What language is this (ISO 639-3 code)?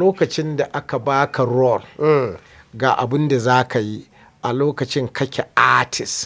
hau